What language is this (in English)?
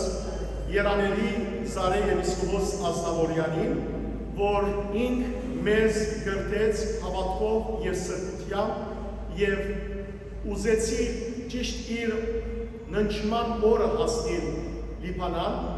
Western Armenian